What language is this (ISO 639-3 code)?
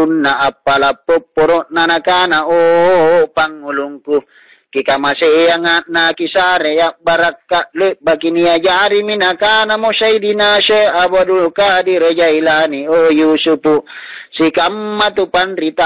mak